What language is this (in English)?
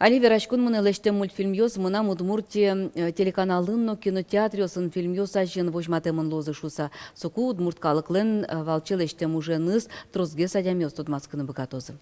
Udmurt